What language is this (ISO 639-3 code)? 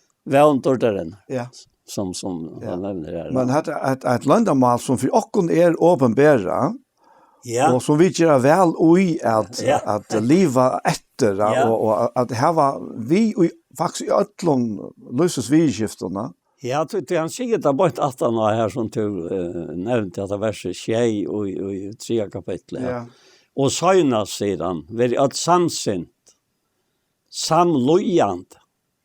fao